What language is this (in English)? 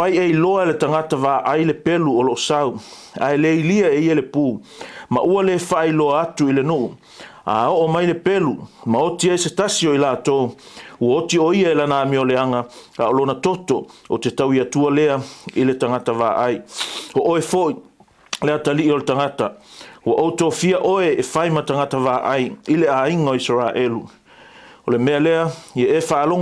Samoan